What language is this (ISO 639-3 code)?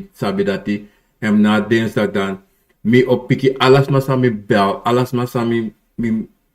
srn